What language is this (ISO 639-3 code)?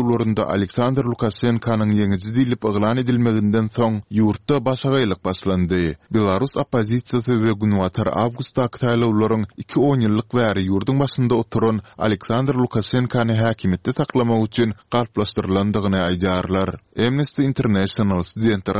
tuk